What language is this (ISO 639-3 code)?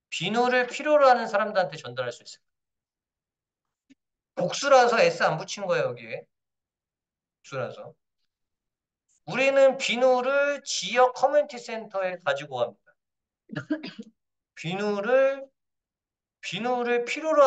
kor